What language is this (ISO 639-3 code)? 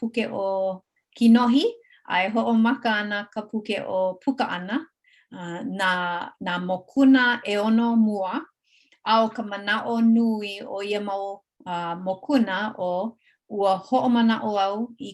haw